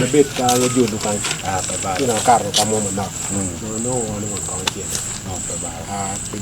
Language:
Acoli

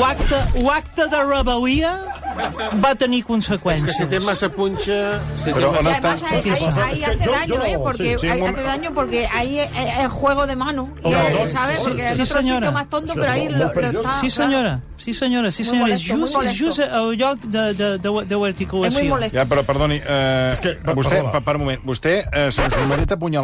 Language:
Catalan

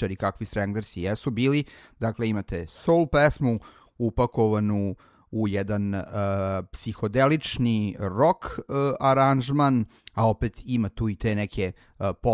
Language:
Serbian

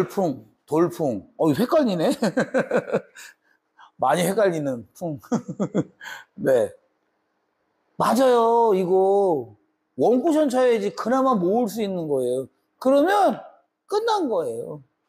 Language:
Korean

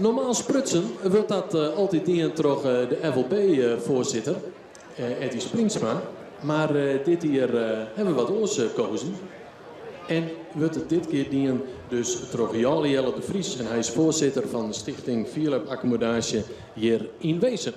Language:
Western Frisian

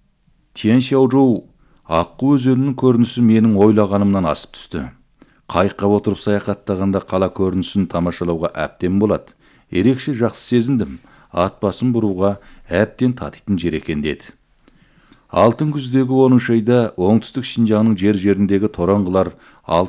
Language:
Kazakh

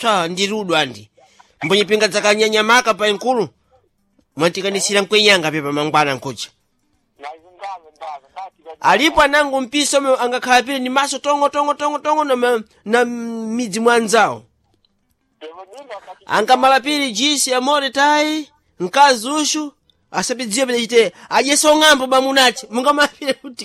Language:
Sena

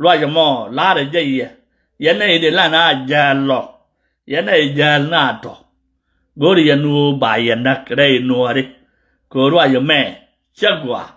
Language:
Nuer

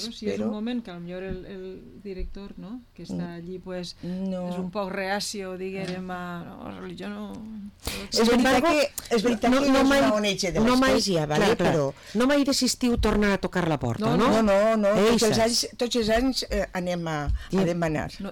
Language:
Catalan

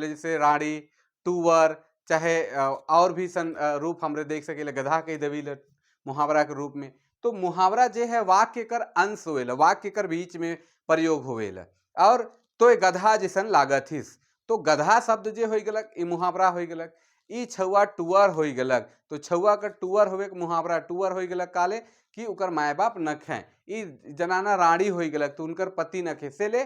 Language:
Sadri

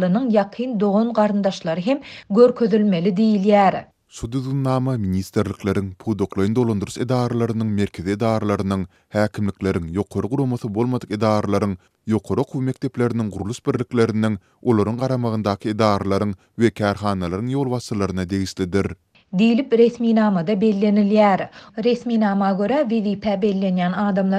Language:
Turkmen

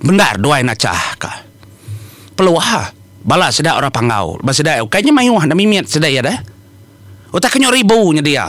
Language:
Iban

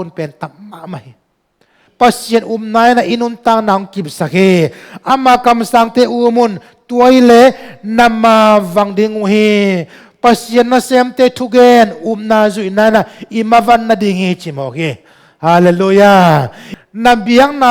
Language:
Tedim Chin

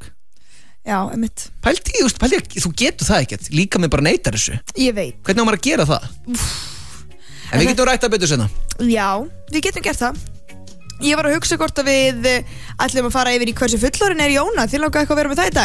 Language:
Icelandic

